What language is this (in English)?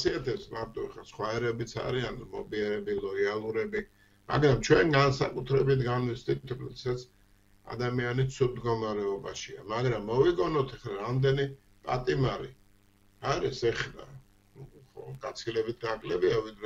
Georgian